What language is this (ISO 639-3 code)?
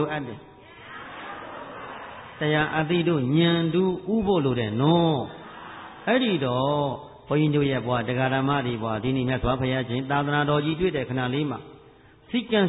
mya